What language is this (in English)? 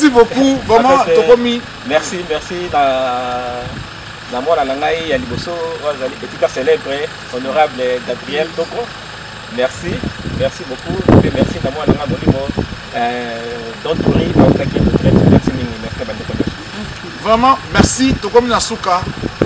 Lingala